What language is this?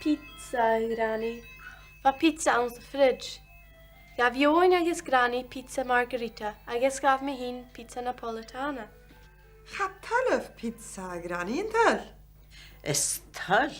Scottish Gaelic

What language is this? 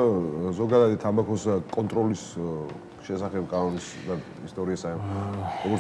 Georgian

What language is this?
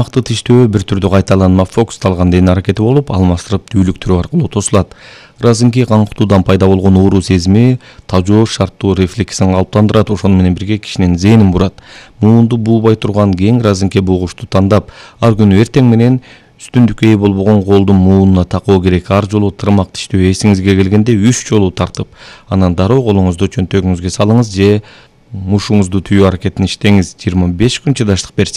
Kyrgyz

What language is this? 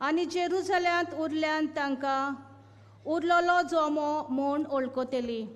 Konkani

